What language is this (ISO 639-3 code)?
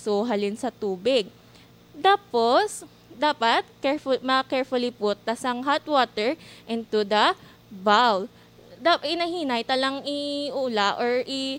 hil